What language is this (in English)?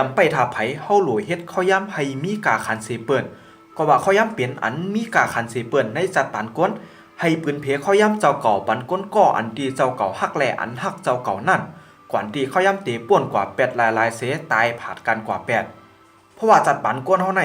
Shan